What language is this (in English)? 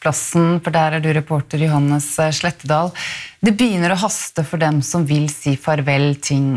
Norwegian